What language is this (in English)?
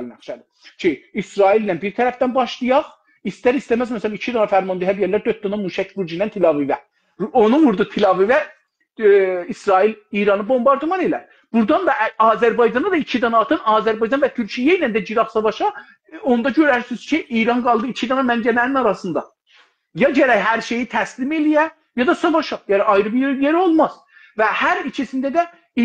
South Azerbaijani